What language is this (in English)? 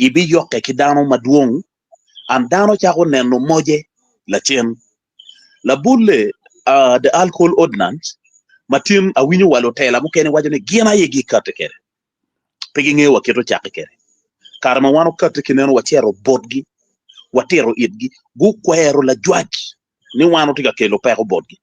Acoli